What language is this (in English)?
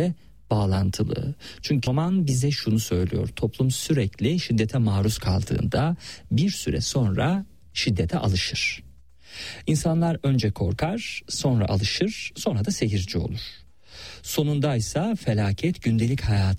Turkish